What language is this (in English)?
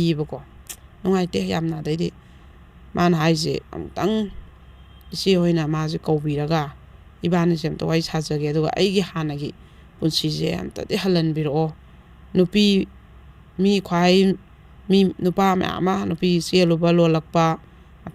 Manipuri